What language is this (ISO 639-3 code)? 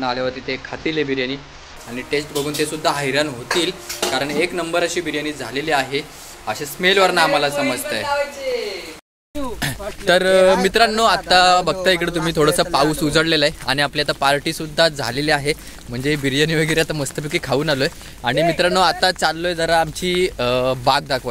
mar